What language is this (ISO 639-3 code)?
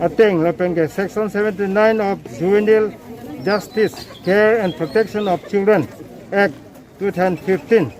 mjw